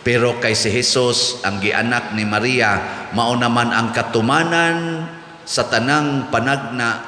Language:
Cebuano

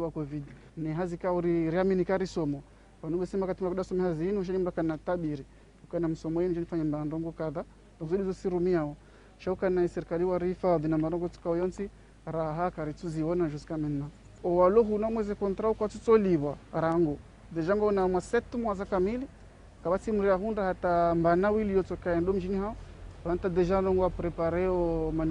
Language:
Ngazidja Comorian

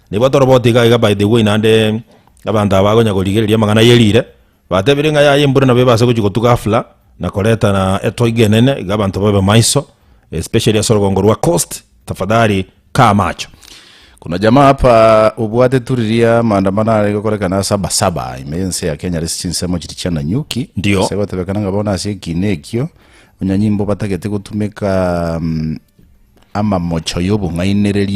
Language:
Gusii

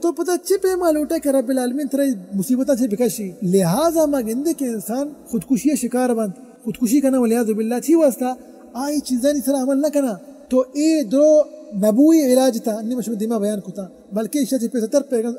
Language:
Baluchi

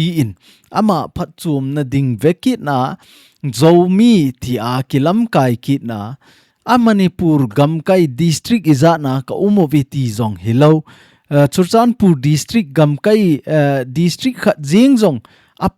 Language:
Thado Chin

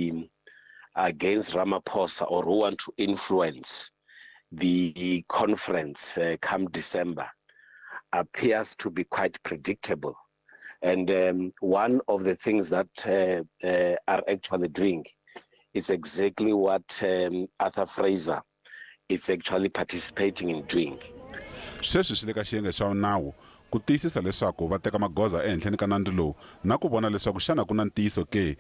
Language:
Tsonga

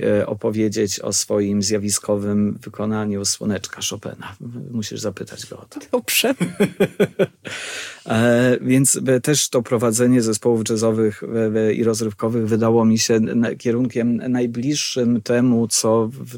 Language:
Polish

